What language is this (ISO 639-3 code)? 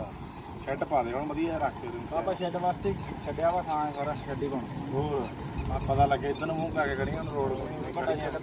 pan